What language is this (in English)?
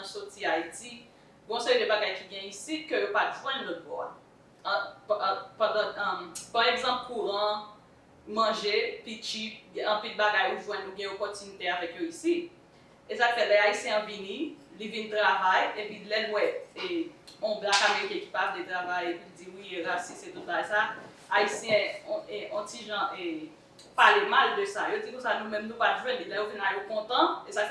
Haitian Creole